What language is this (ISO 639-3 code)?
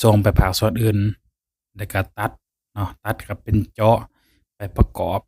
lao